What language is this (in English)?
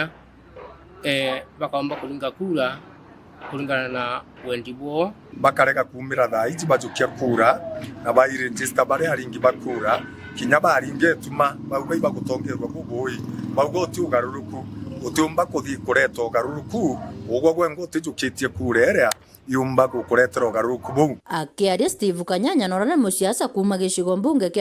Meru